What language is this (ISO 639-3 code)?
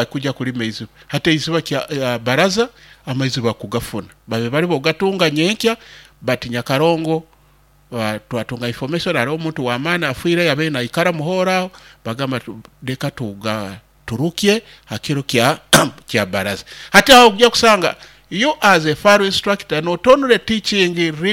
nyo